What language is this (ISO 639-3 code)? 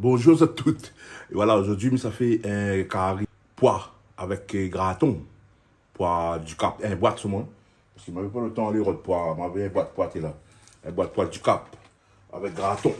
rcf